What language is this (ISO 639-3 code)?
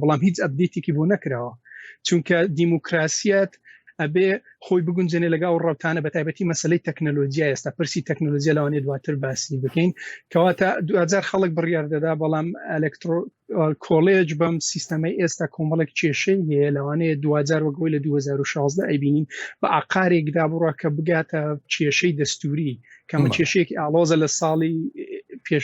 ckb